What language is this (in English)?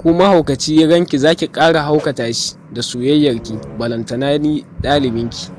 Hausa